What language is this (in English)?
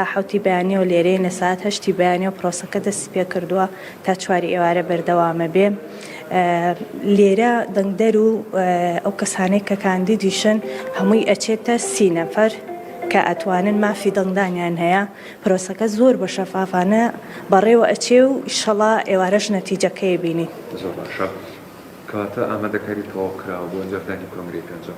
Central Kurdish